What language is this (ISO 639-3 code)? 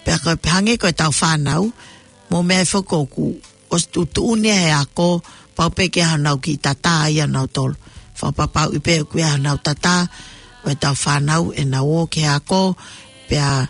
ton